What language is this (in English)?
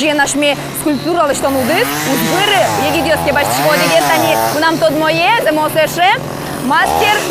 Udmurt